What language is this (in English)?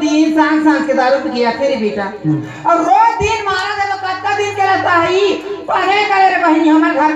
Chhattisgarhi